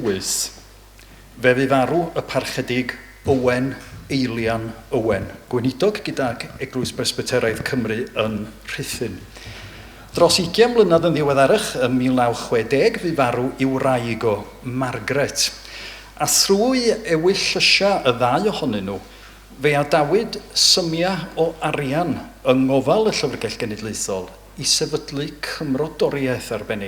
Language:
Welsh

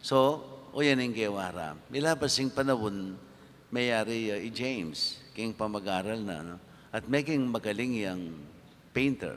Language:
Pampanga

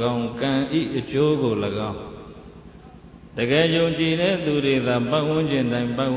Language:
Burmese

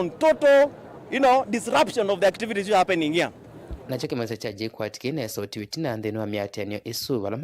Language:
Kamba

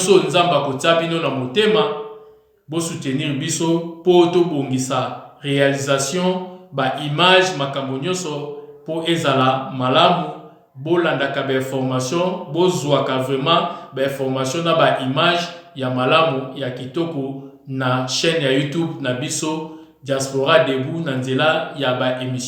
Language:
Lingala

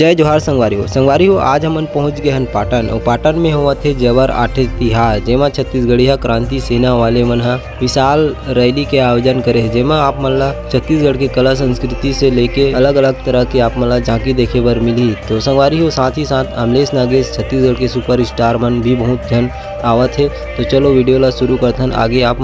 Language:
Chhattisgarhi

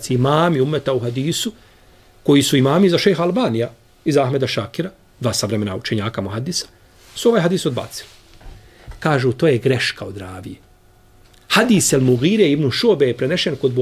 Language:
Bosnian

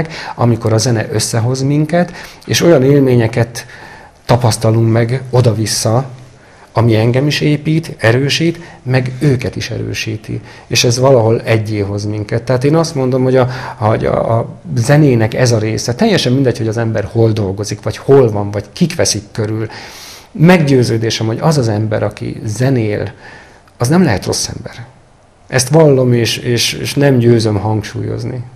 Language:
Hungarian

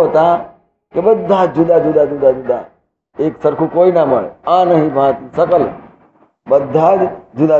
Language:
Gujarati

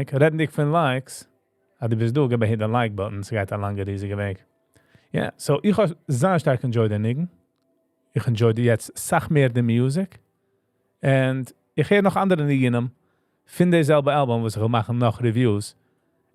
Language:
Yiddish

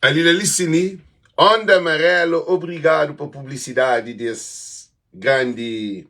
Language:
Kabuverdianu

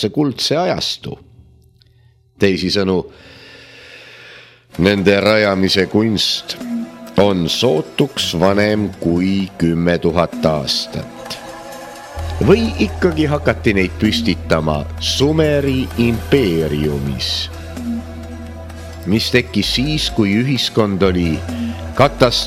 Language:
Estonian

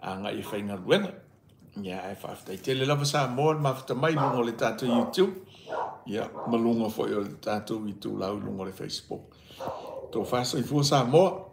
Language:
Samoan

